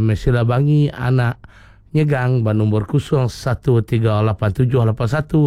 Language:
Iban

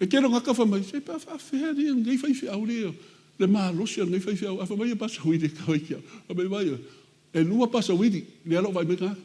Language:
Samoan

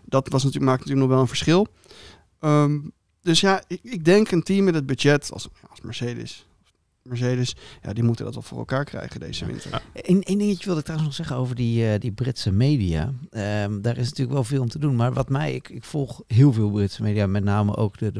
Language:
Dutch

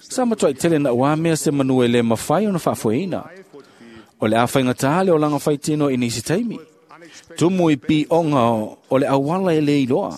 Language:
Samoan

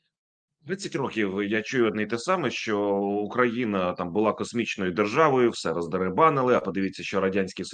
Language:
Ukrainian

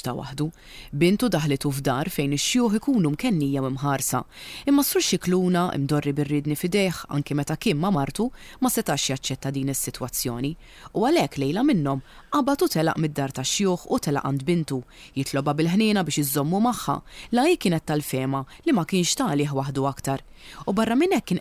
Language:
Maltese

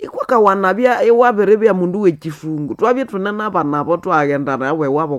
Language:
Nande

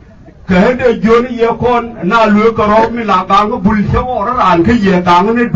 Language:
Nuer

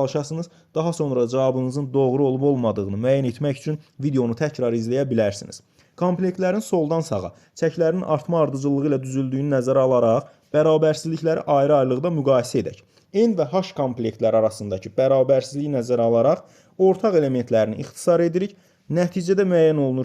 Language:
Azerbaijani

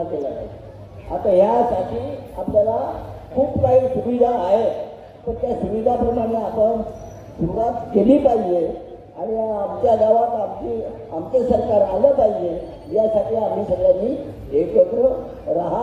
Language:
Marathi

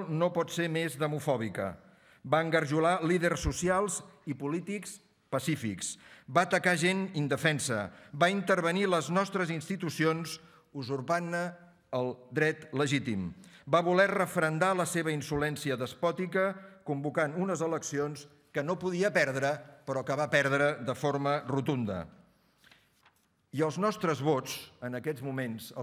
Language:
Catalan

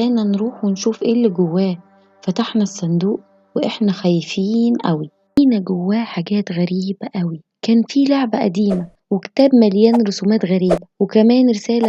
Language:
Egyptian Arabic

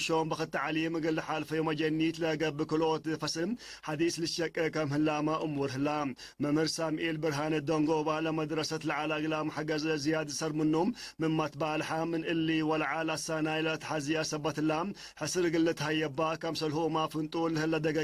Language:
Tigre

